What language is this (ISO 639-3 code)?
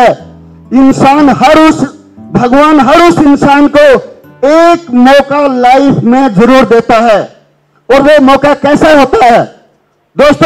hin